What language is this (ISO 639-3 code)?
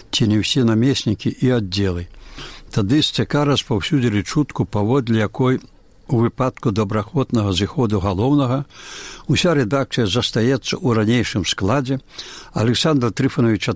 bel